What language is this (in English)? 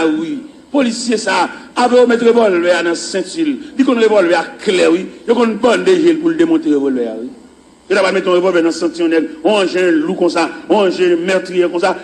Haitian Creole